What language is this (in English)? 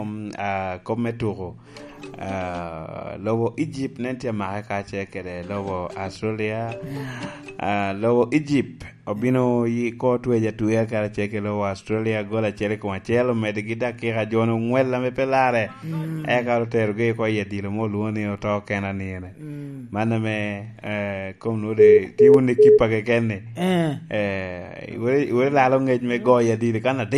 Lango (Uganda)